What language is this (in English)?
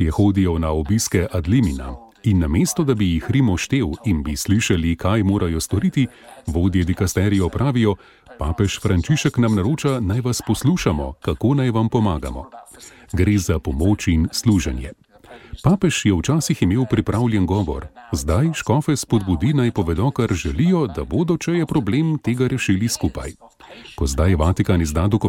Slovenian